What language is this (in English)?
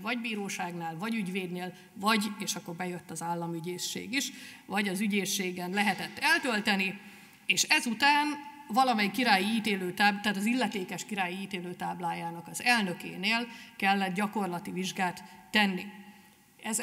Hungarian